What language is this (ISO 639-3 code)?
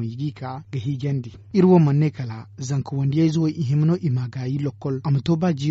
dje